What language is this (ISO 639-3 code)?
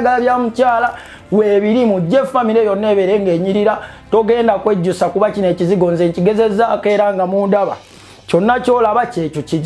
lug